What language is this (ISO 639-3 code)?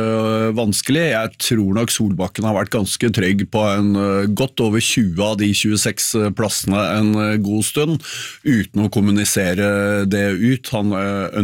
nor